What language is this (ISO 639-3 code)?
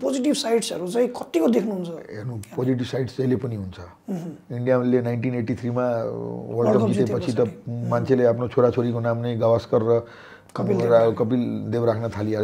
nep